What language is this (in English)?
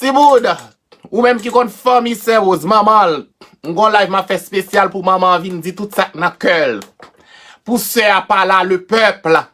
Haitian Creole